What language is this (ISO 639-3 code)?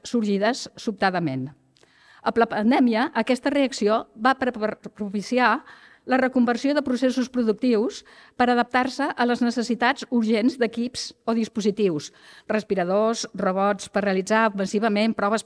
cat